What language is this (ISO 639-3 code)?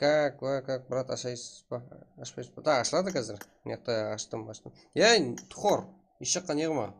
kaa